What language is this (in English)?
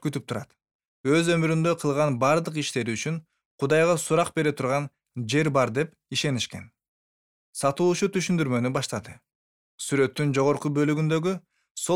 Kyrgyz